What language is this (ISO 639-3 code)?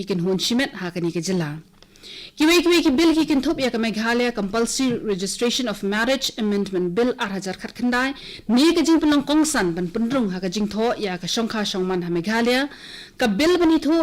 kha